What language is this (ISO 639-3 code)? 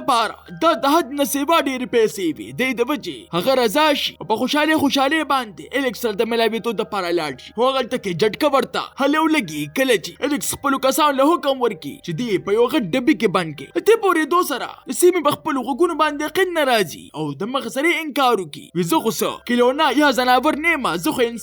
pus